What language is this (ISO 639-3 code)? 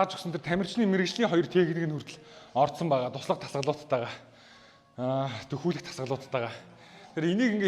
mon